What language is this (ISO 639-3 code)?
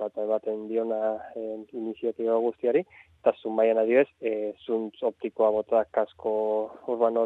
eus